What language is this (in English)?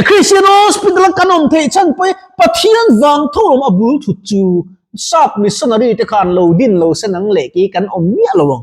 Mizo